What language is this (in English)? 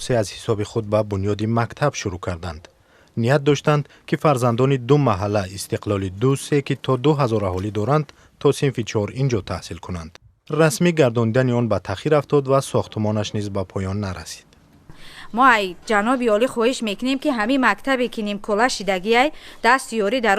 Tajik